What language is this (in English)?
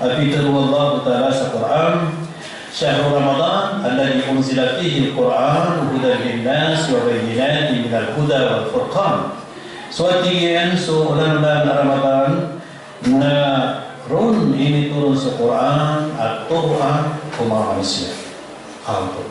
Maranao